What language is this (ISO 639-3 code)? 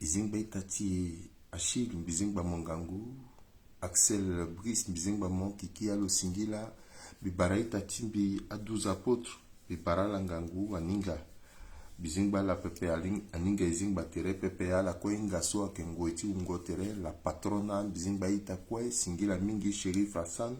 sag